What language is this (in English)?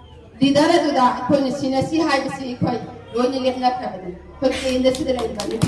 Manipuri